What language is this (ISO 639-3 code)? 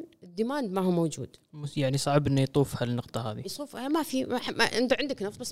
afb